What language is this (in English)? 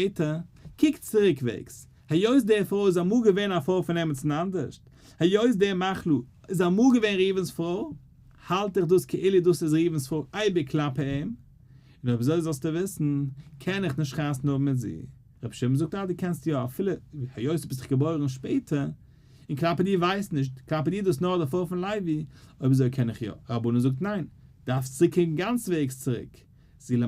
Yiddish